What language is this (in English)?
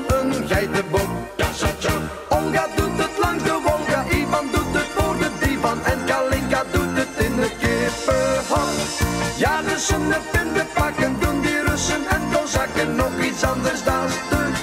Dutch